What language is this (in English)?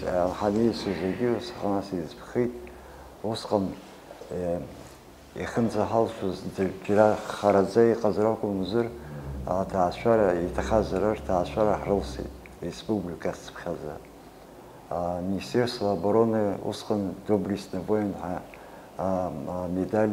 Abkhazian